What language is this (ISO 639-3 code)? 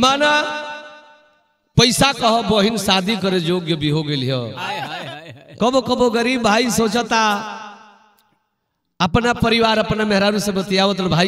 bho